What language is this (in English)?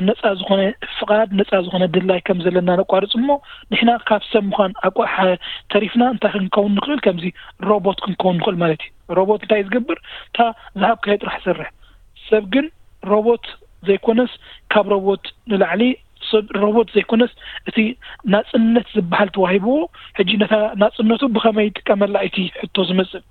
Tigrinya